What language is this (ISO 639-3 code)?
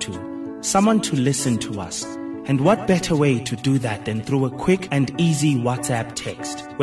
eng